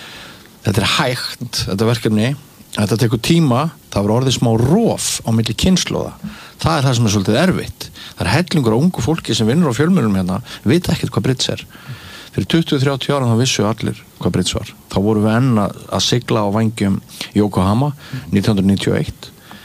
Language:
Icelandic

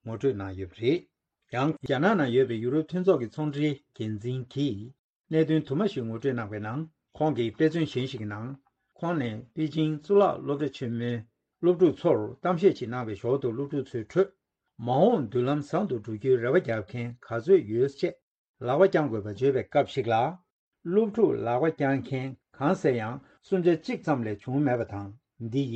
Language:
Tibetan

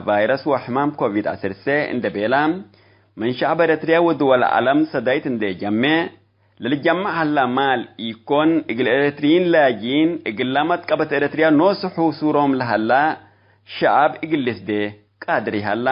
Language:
Tigre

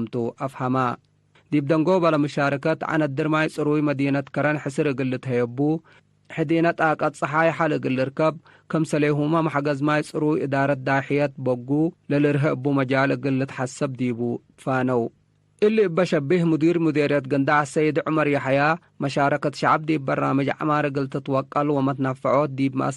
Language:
Tigre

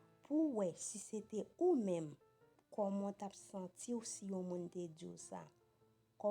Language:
Haitian Creole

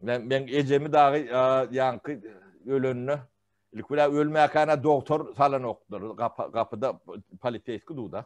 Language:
Turkmen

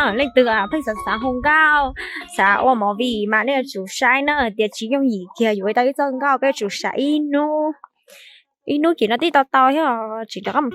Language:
Hmong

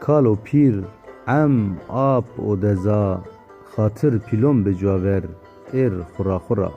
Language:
Zaza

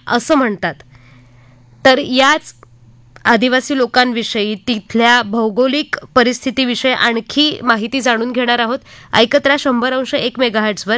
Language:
Marathi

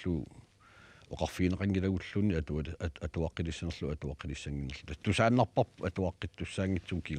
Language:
Kalaallisut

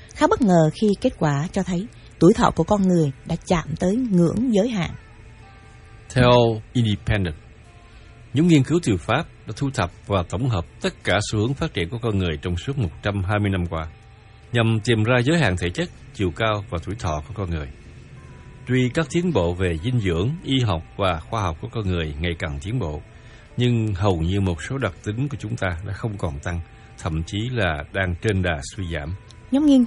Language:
Vietnamese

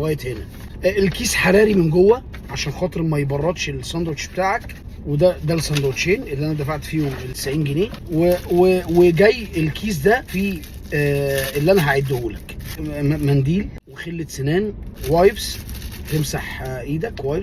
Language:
Egyptian Arabic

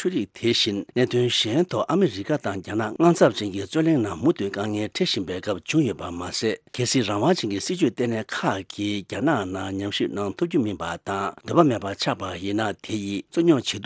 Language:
Tibetan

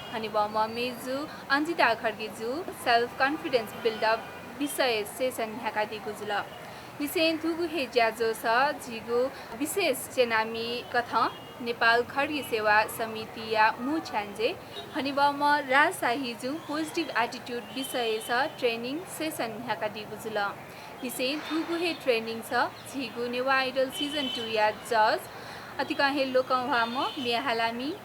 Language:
Newari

